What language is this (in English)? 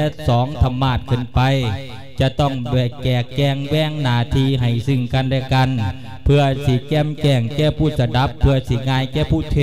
Lao